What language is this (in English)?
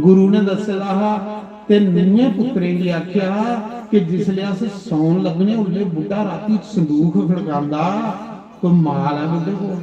Dogri